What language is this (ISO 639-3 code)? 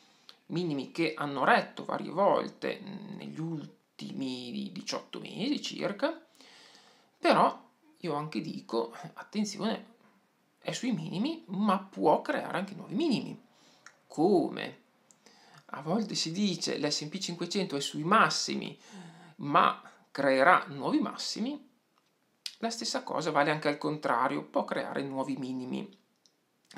ita